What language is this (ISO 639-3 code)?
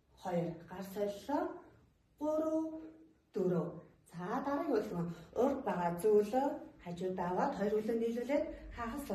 mon